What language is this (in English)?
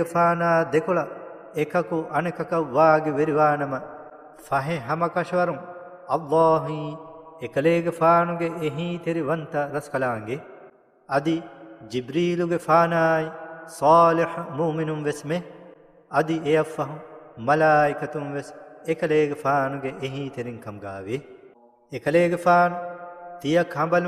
Divehi